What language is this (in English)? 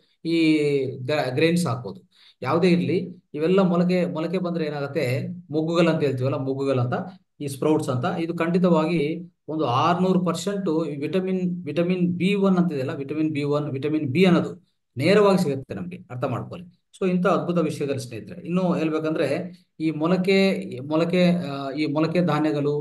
Kannada